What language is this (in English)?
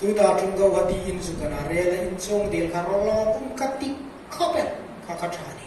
Hmar